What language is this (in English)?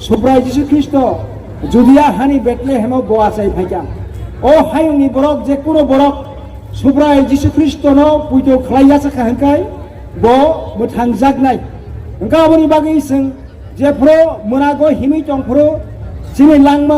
Kok Borok